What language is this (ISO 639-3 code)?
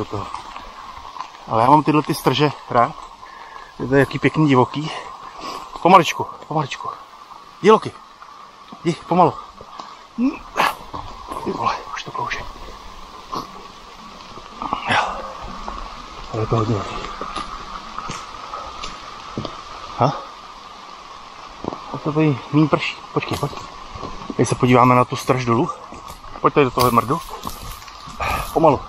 ces